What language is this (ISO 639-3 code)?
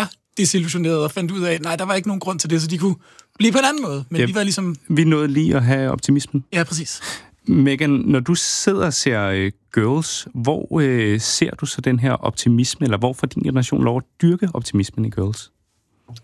dan